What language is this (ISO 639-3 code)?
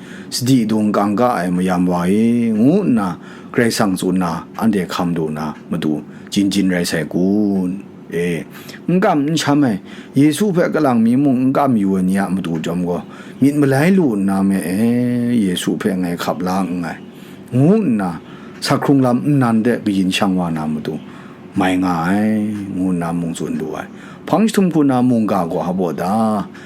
kac